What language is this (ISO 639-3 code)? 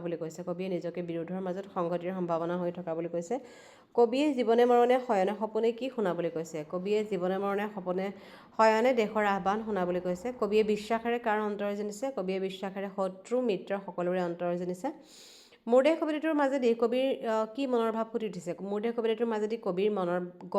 asm